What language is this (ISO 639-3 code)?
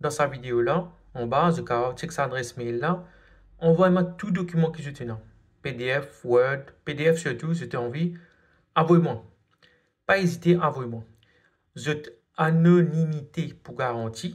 mfe